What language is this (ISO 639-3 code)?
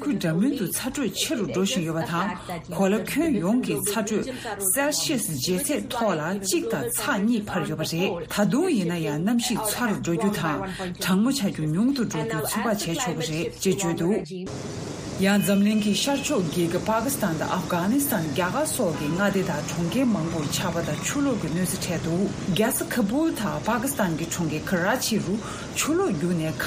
bod